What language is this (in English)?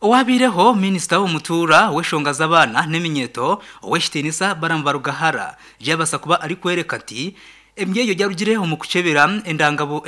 Nyankole